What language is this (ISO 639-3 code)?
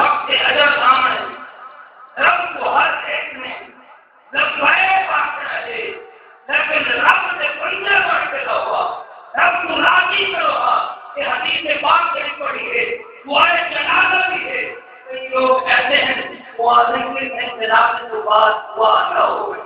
skr